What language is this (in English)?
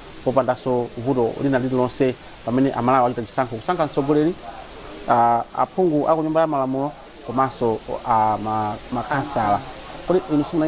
Nyanja